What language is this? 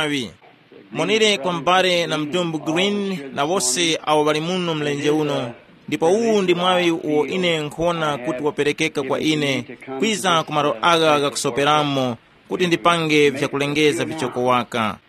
Tumbuka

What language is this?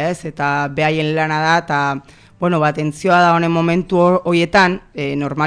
Basque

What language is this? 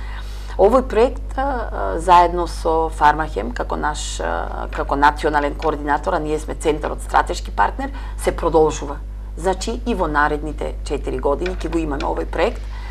Macedonian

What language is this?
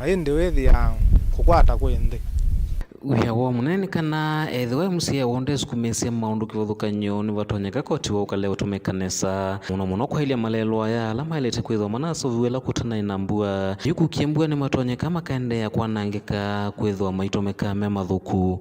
Kamba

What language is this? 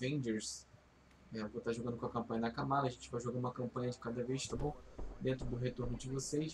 Portuguese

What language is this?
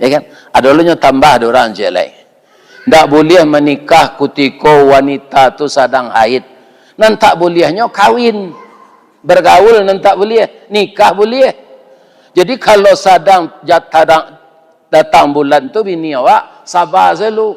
Minangkabau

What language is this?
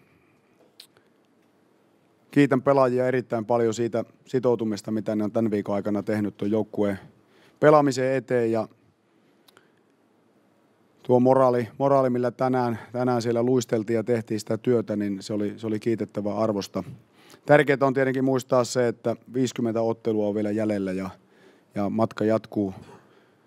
Finnish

